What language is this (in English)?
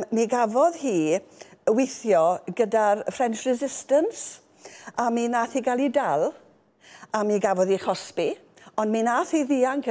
Welsh